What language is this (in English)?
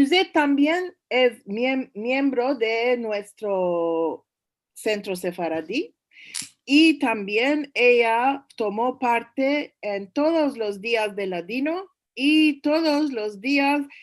Ladino